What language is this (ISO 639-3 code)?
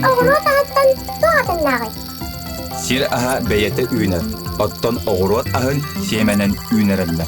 sah